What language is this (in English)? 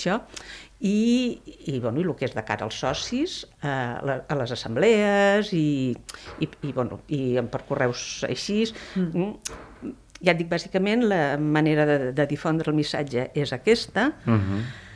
Catalan